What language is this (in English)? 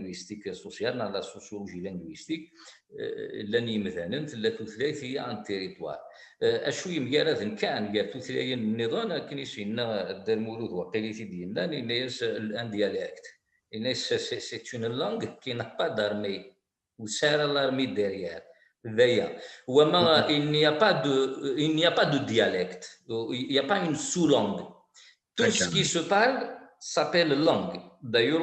Kabyle